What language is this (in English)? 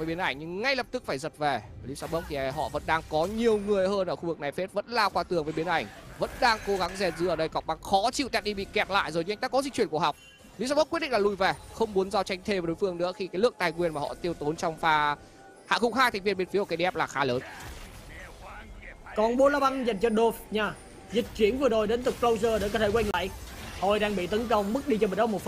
Vietnamese